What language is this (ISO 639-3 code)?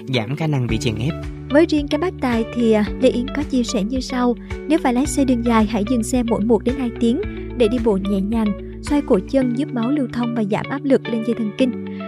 vie